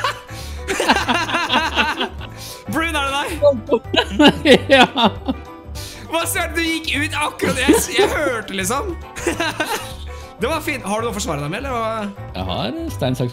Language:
Norwegian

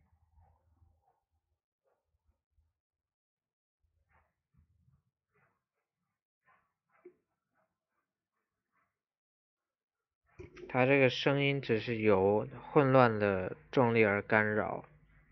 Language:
Chinese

